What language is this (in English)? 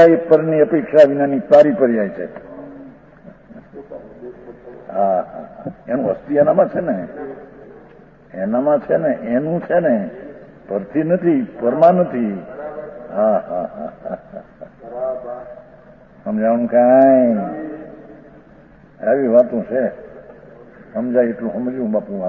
Gujarati